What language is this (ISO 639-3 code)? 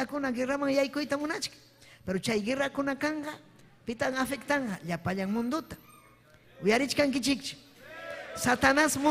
quy